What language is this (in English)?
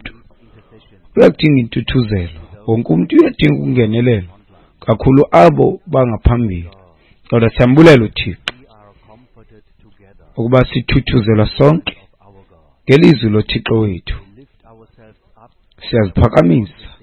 Xhosa